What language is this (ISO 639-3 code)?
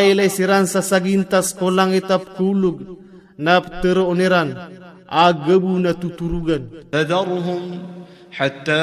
mrw